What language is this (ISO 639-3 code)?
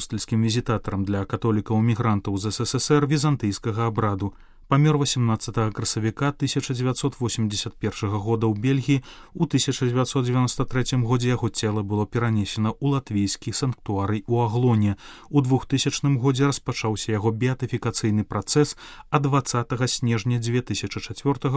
bel